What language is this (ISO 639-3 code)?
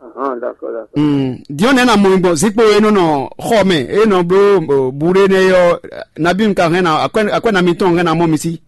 fon